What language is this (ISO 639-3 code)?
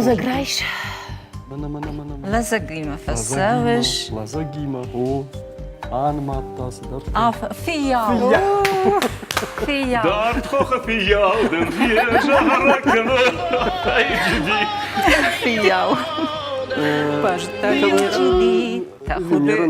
oss